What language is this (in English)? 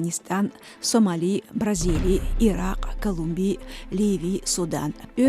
Chechen